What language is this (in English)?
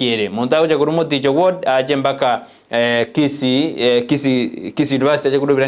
Gusii